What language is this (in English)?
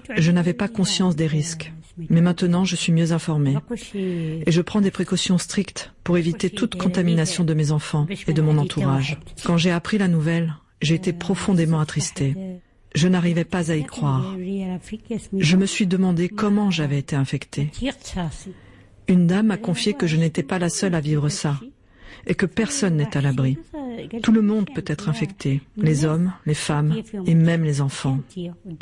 French